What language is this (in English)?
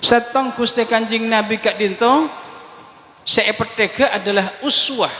Madurese